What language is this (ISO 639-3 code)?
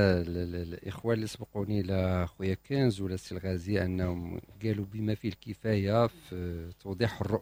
ary